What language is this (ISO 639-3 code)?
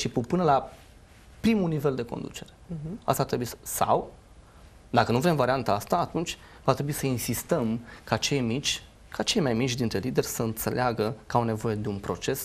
ron